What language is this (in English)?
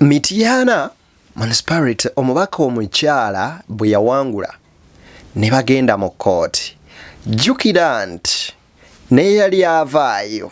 Ganda